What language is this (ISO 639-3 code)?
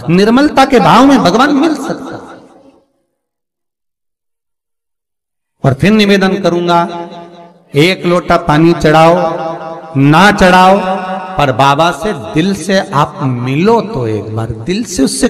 hin